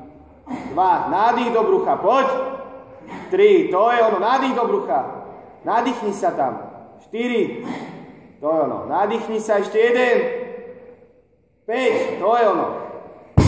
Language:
Slovak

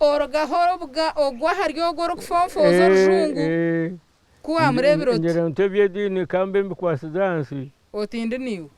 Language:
Nyankole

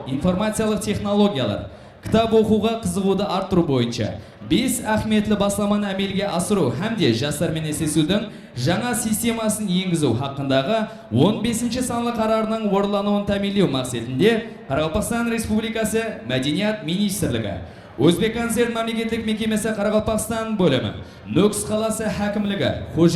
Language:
Kara-Kalpak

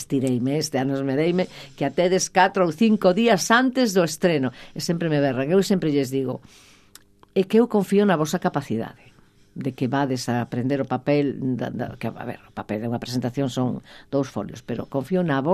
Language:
Galician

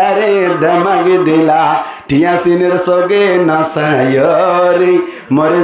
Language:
Rohingya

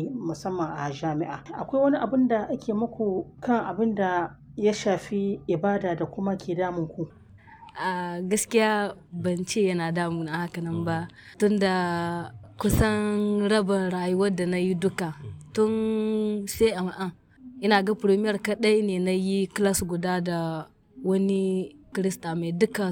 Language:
Hausa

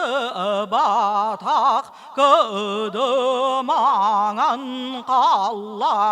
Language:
Yakut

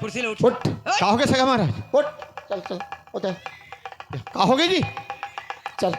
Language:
Chhattisgarhi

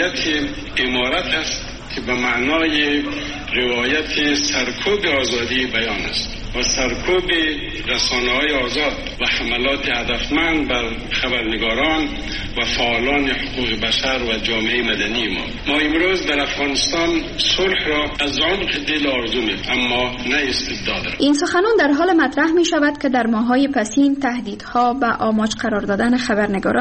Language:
Persian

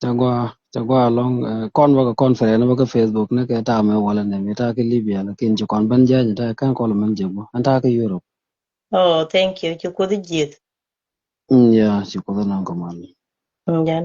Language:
Nuer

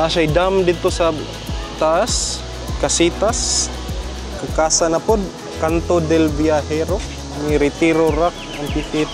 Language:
Cebuano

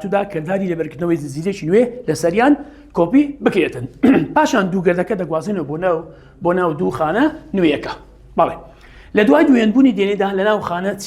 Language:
Central Kurdish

